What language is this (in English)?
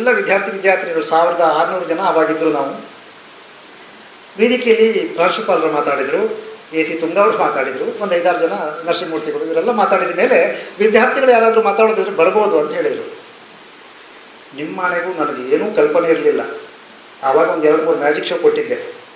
Kannada